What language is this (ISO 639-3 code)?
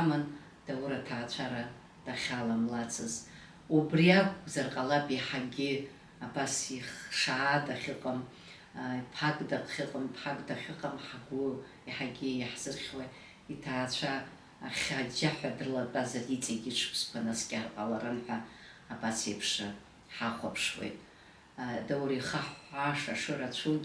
abk